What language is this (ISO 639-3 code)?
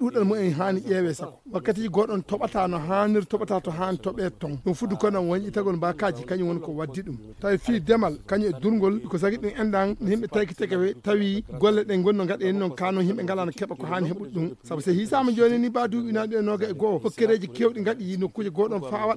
ful